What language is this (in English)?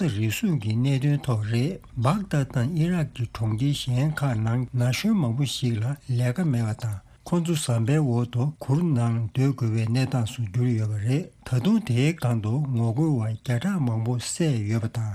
Tibetan